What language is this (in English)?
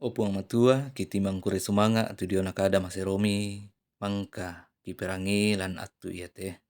Toraja-Sa'dan